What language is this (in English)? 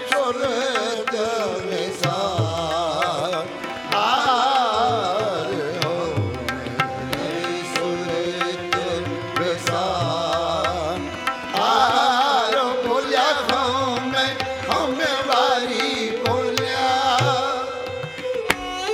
Punjabi